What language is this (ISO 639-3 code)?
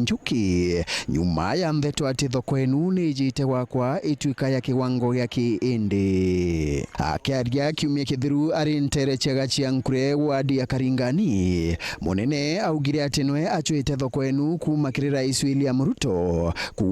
mer